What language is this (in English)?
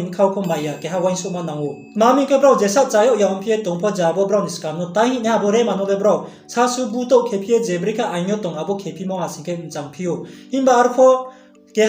Riang (India)